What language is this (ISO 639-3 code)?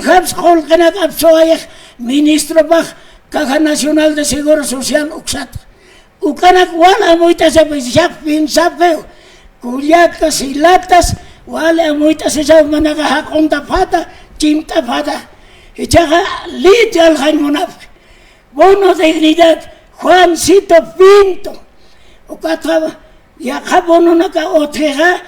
aym